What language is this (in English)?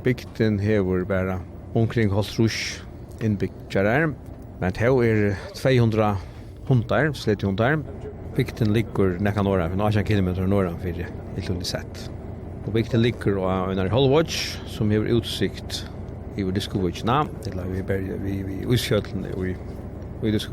Faroese